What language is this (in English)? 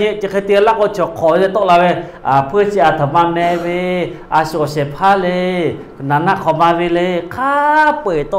Lahu